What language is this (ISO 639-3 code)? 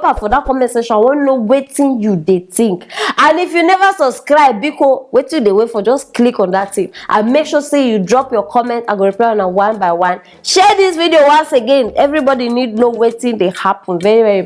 pcm